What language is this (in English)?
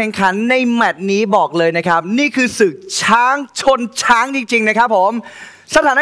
Thai